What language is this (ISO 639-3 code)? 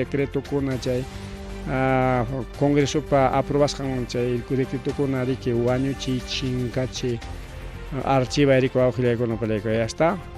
quy